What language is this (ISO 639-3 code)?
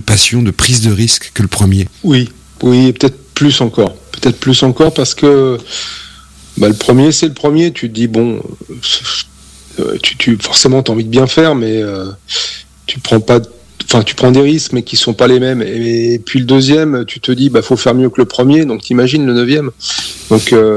fra